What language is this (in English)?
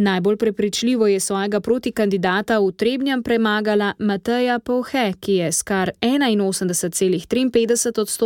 Slovenian